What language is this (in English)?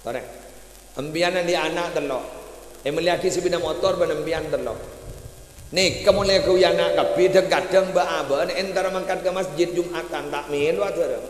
Madurese